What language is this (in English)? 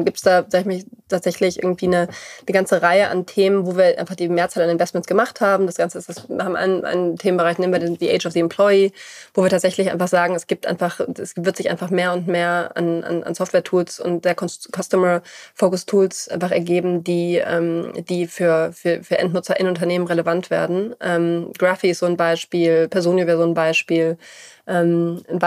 German